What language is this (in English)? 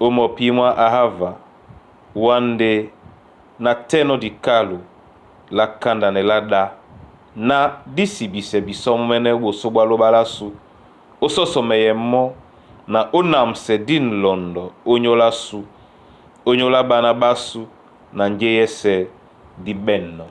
Duala